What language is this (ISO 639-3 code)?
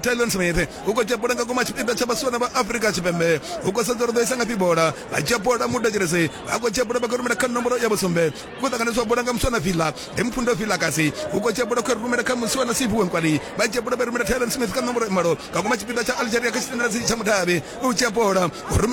ven